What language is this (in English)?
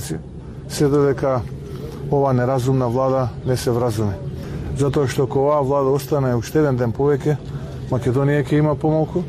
Macedonian